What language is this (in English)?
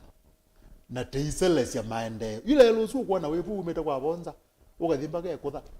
Kamba